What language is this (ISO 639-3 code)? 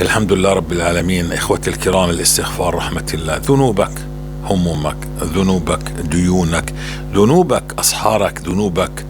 apc